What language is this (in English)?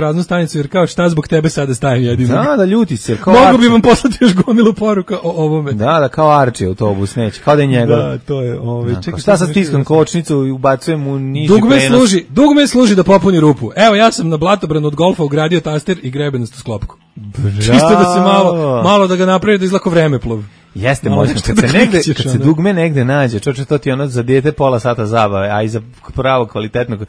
Serbian